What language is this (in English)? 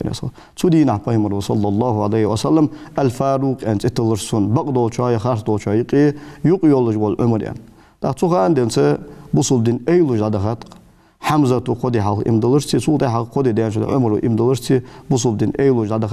Ingush